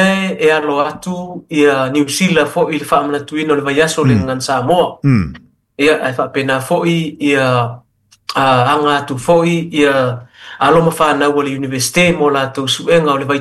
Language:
Samoan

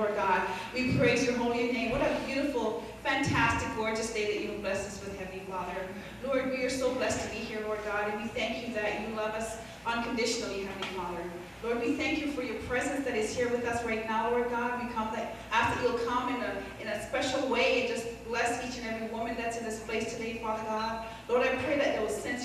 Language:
English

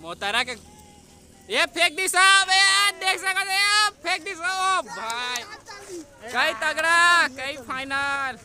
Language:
Chhattisgarhi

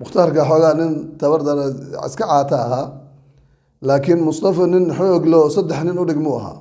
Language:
Somali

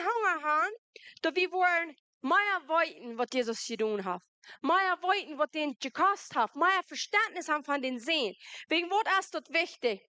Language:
Plautdietsch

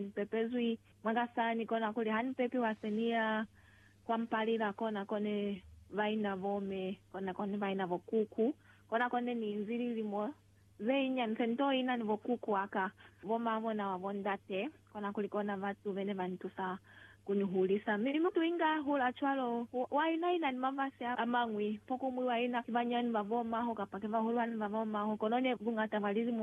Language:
Lozi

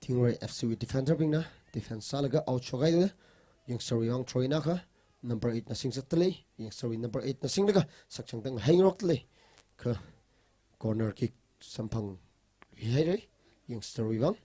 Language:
Tangkhul Naga (India)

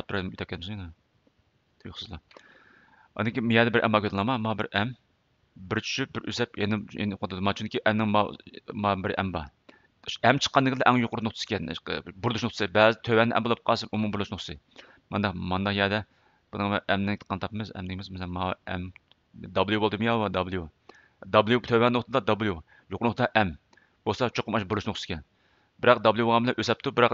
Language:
Uyghur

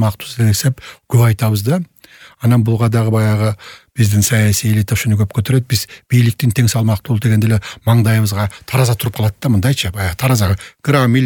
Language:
Kyrgyz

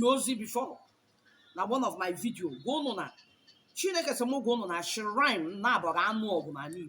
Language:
Igbo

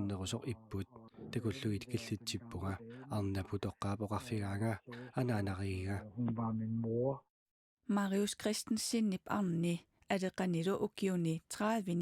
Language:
Kalaallisut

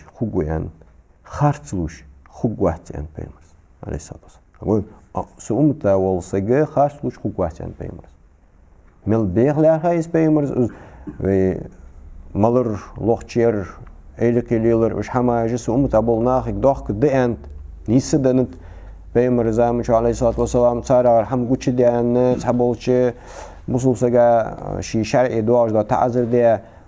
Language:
Ingush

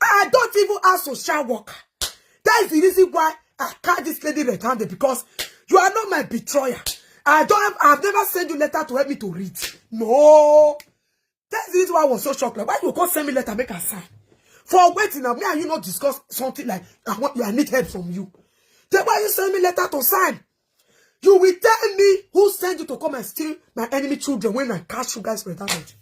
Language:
Nigerian Pidgin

